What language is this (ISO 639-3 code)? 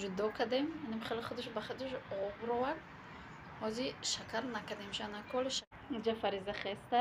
tgk